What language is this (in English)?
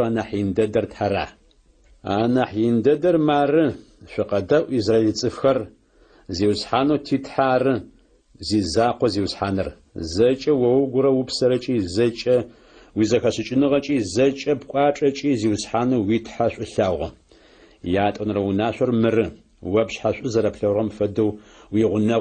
Adyghe